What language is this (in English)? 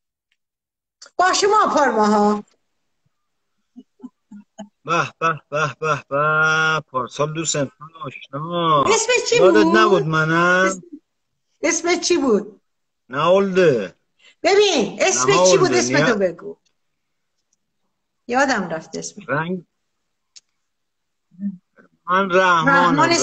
Persian